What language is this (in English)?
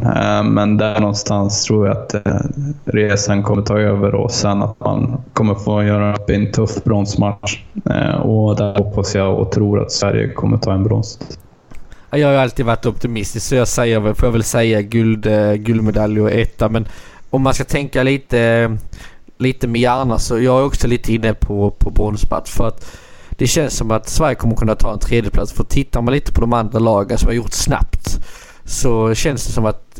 Swedish